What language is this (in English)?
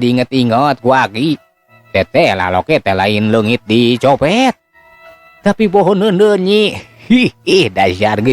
Sundanese